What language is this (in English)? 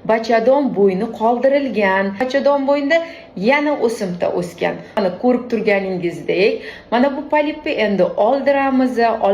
Uzbek